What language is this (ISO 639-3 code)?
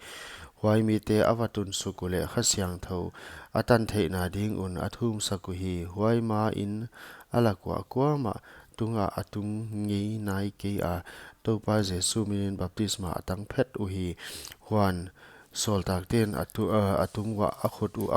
pck